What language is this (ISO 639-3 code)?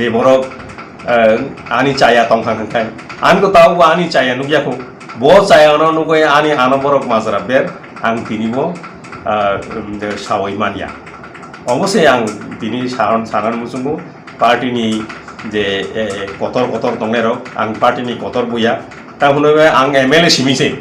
trp